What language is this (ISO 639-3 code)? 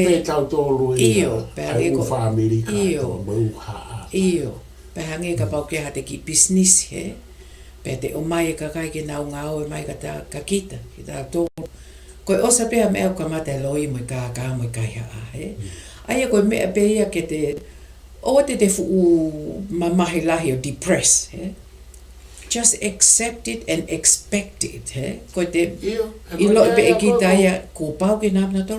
ton